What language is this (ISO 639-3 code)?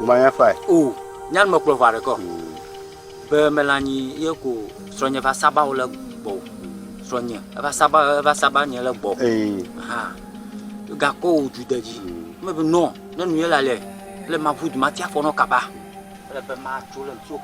ewe